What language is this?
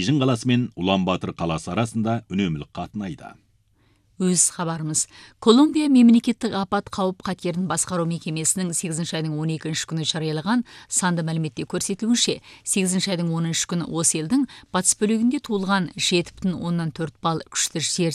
Kazakh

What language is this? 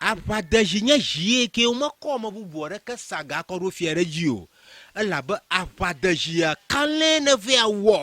Ewe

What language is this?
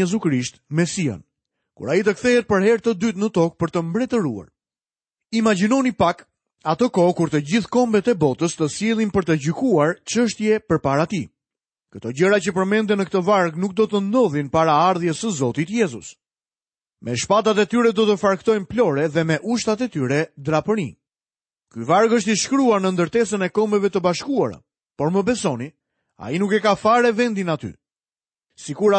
Albanian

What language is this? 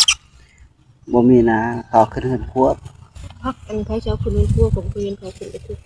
Northeastern Thai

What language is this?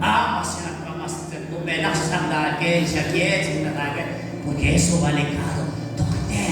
Kekchí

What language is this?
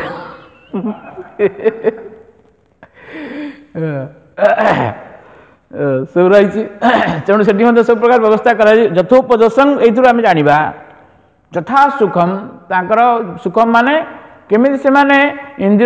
Odia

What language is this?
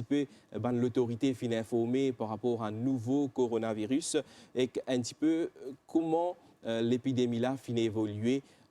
Morisyen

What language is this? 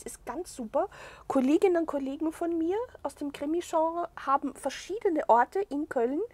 German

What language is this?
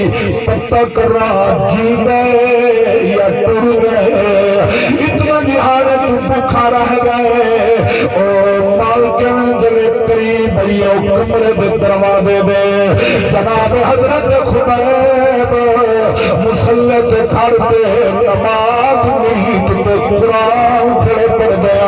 Saraiki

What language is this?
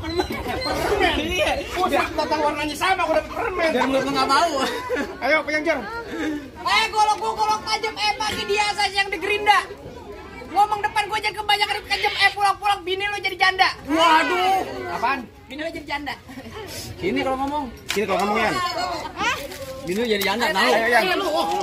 Betawi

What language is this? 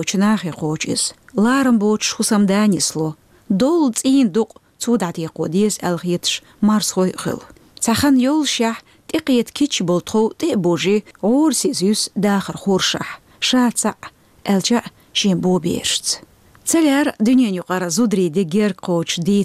Chechen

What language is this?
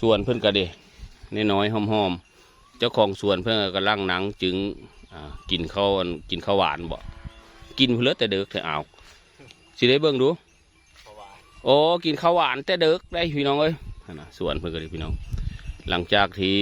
Northeastern Thai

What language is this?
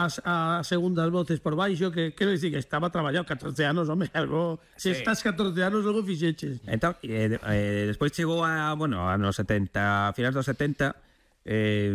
Galician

